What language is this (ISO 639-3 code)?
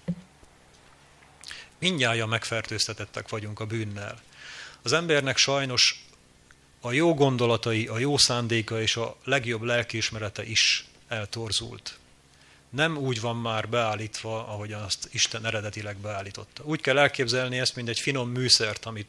hun